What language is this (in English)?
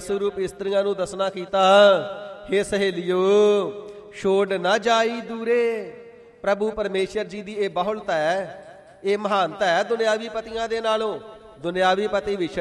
Punjabi